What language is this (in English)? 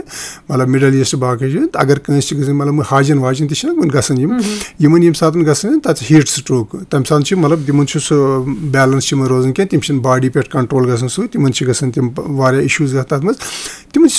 Kashmiri